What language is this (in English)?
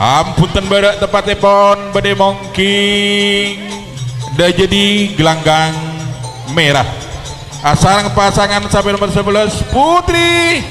Madurese